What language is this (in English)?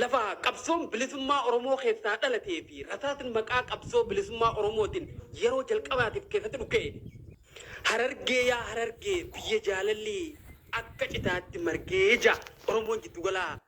Oromo